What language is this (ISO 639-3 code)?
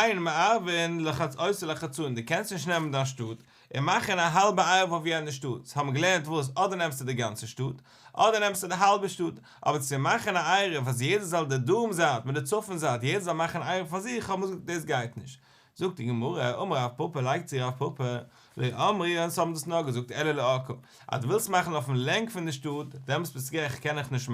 yid